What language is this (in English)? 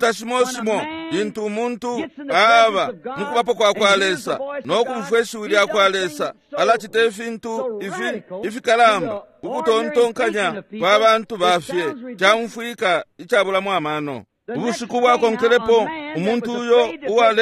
Bemba